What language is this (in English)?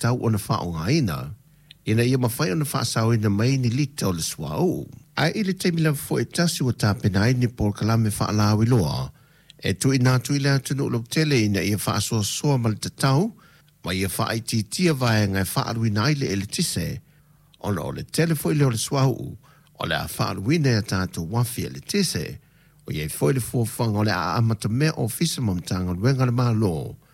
Samoan